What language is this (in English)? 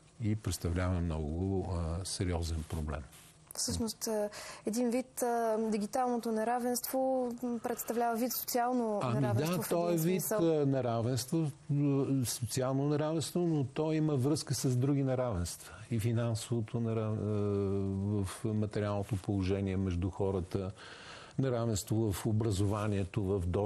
Bulgarian